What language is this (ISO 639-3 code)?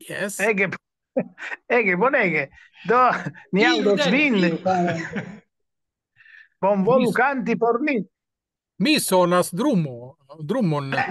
epo